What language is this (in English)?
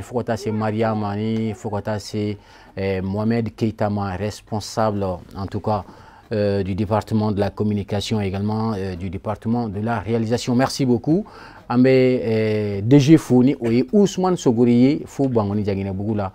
Bambara